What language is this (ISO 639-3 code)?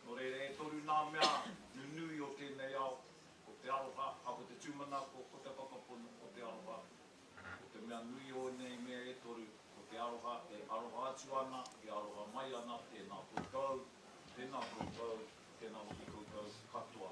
mri